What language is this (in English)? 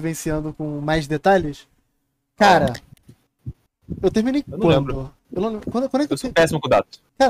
Portuguese